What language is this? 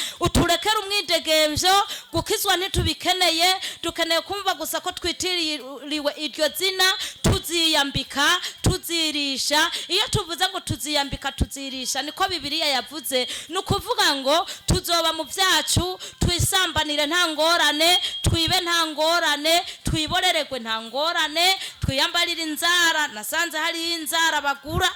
Rundi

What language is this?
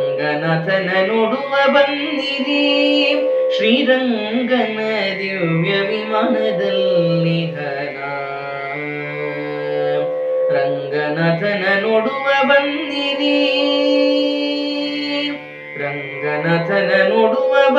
Kannada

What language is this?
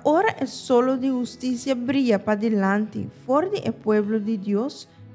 Papiamento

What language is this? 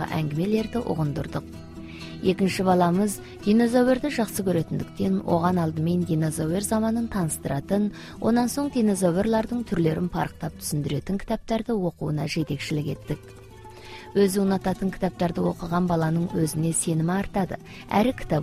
Kazakh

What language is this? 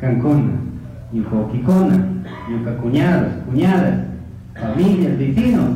Chimborazo Highland Quichua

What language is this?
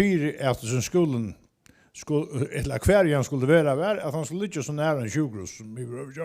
Faroese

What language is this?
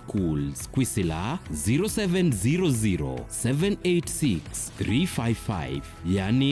Kamba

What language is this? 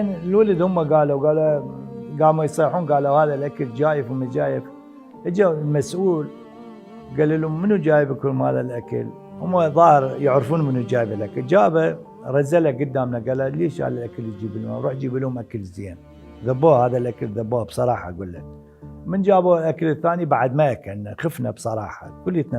Mesopotamian Arabic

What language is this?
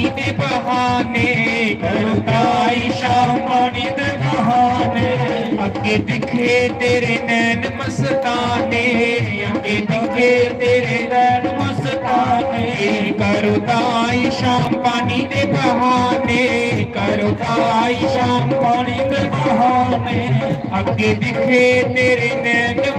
Dogri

